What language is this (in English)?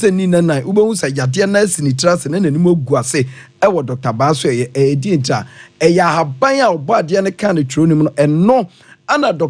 Akan